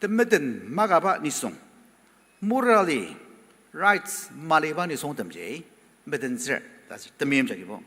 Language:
Ao Naga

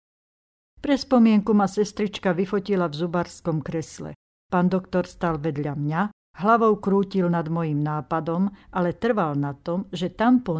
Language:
Slovak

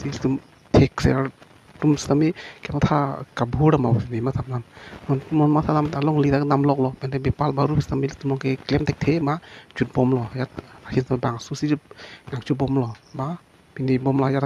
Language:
Karbi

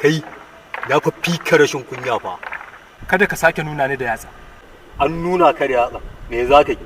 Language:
Hausa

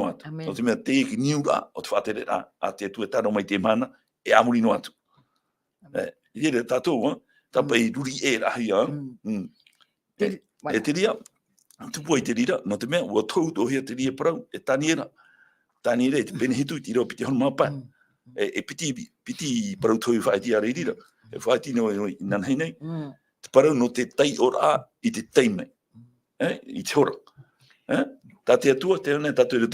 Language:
Tahitian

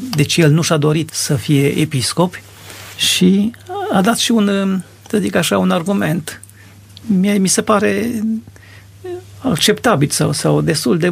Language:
Romanian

